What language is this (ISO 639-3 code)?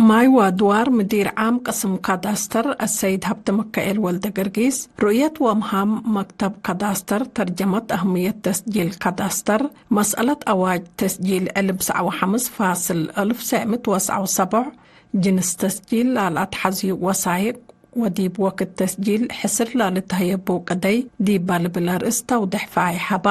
tig